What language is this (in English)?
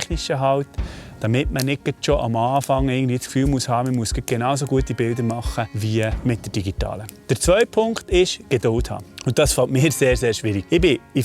Swiss German